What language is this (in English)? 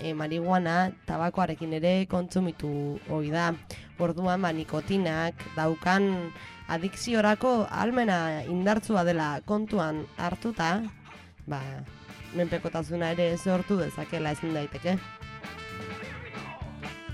Basque